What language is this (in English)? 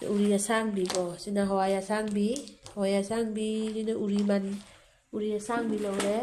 Manipuri